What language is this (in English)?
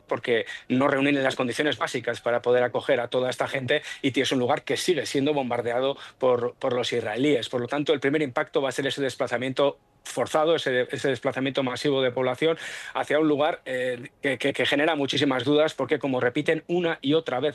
Spanish